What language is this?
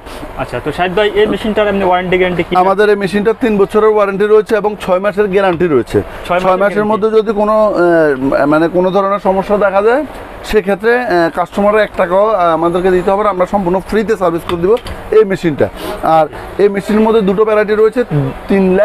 Bangla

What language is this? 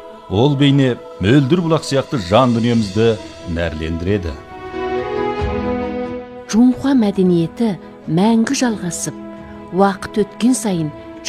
Kazakh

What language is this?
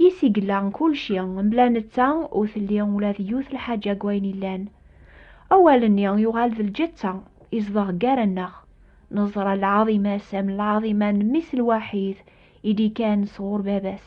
Kabyle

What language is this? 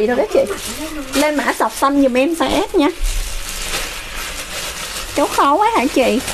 Vietnamese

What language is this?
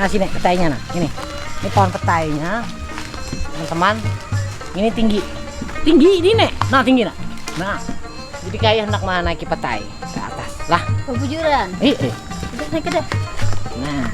Banjar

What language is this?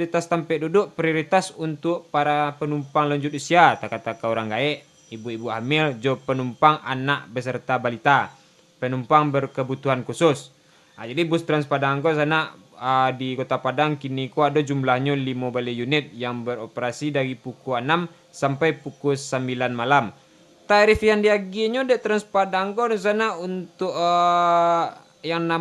Minangkabau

